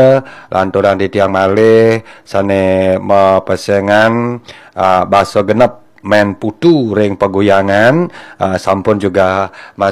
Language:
Balinese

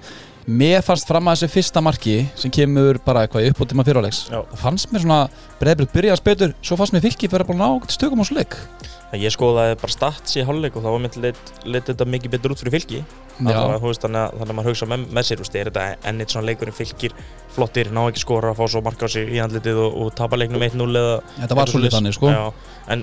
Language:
Icelandic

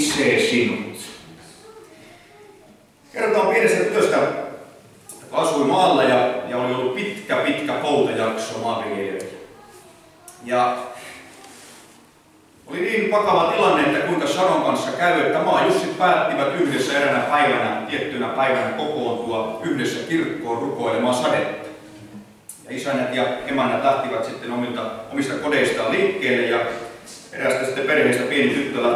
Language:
Finnish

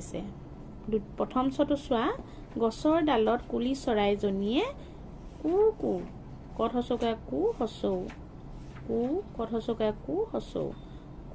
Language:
Assamese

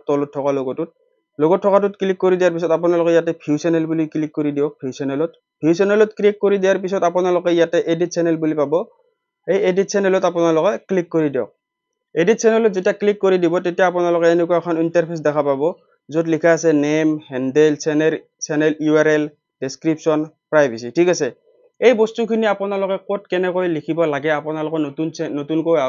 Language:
Assamese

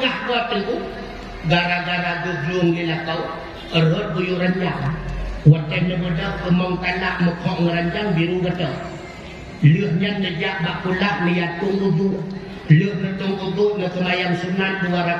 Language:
Achinese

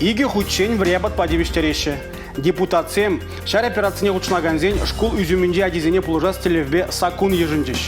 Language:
Chuvash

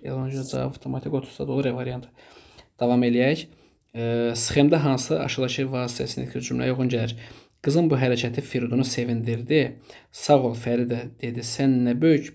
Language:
Azerbaijani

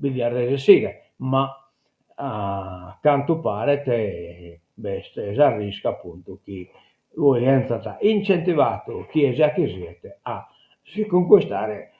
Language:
Sardinian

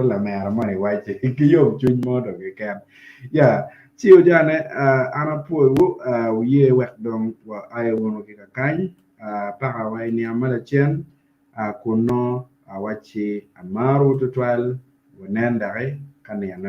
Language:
Acoli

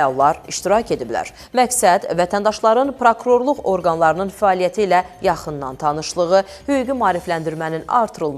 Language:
Azerbaijani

